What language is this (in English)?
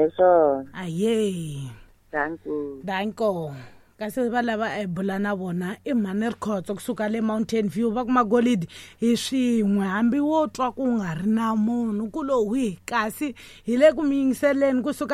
Tsonga